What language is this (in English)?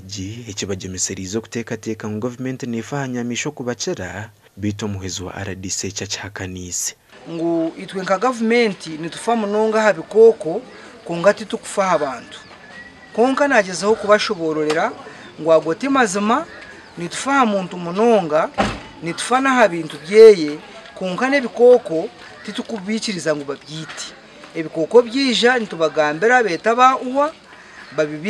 Nyankole